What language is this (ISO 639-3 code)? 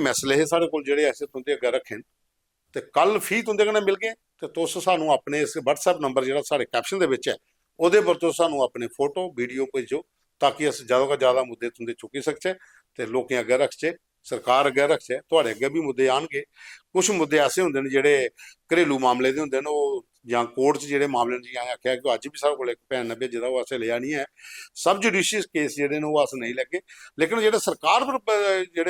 doi